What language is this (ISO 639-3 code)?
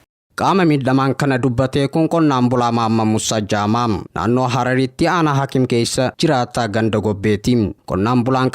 orm